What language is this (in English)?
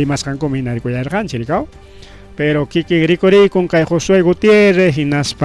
Ayacucho Quechua